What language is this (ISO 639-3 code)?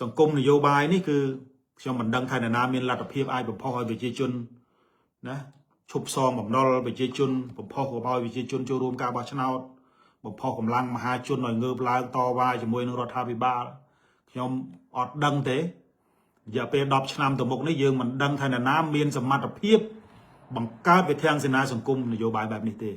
khm